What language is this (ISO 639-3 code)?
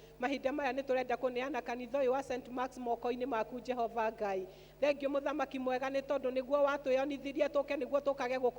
kik